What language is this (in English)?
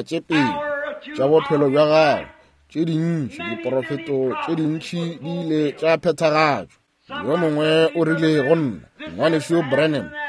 Northern Sotho